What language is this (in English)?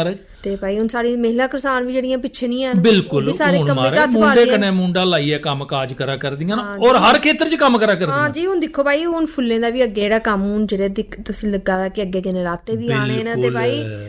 Dogri